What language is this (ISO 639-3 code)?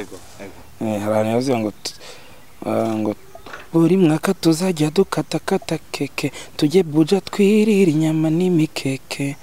kin